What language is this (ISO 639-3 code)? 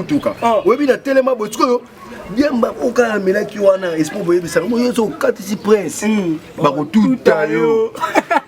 lin